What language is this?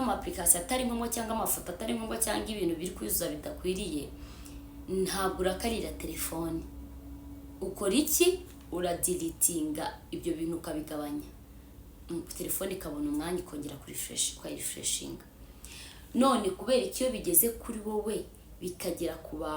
Kinyarwanda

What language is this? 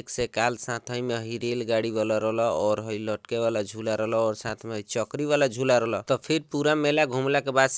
Bhojpuri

